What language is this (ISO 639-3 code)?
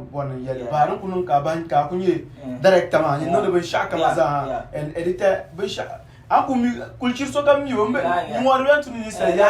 dag